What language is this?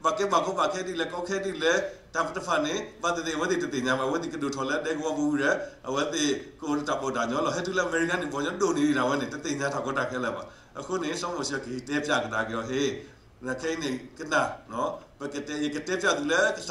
S'gaw Karen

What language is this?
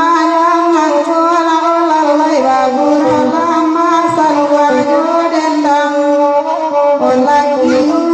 Minangkabau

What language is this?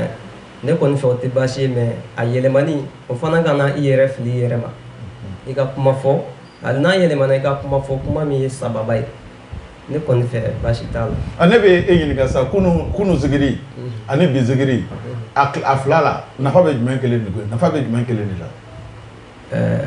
Bambara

